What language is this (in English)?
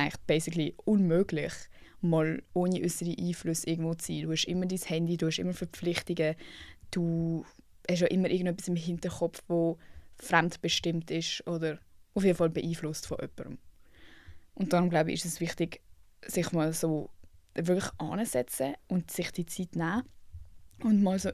Swiss German